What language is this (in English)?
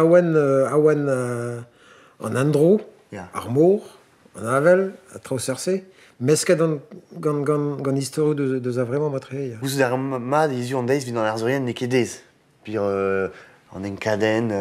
Breton